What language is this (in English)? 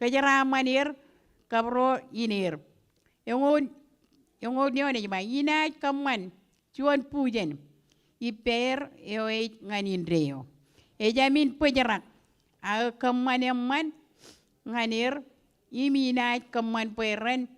Marshallese